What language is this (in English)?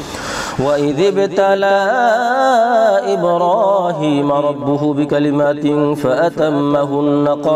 Arabic